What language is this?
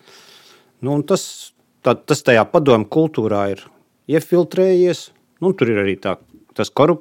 Latvian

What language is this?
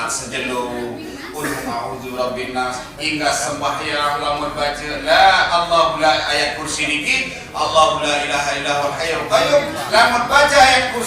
Sasak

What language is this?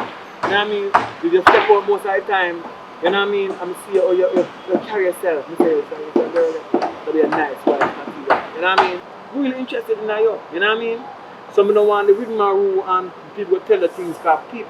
Jamaican Creole English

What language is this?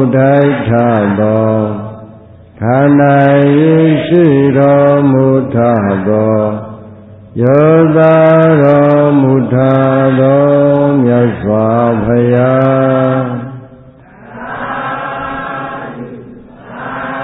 Burmese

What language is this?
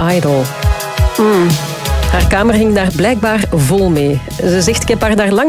Dutch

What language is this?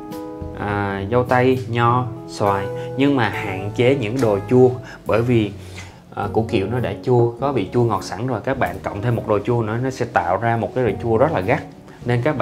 Vietnamese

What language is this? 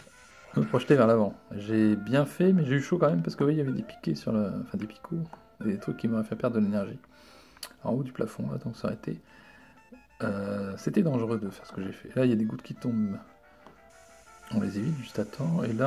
French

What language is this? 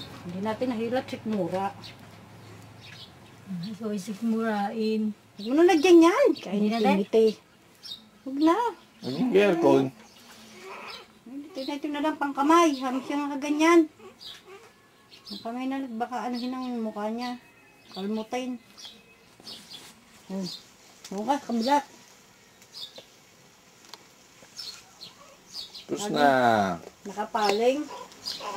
Filipino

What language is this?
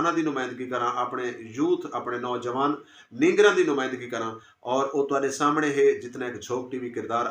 Saraiki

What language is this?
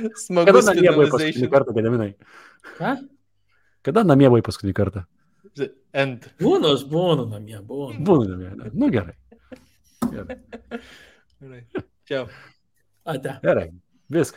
Lithuanian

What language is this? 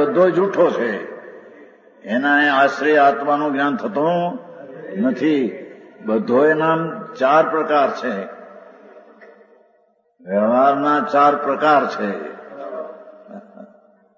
Gujarati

